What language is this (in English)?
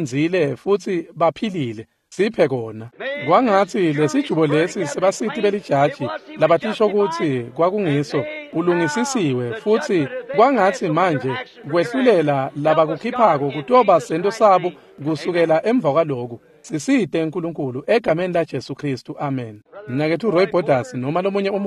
Swati